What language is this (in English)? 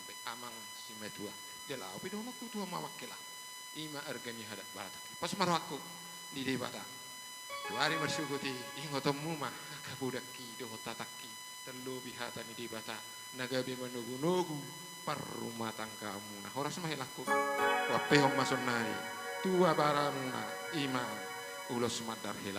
Batak Toba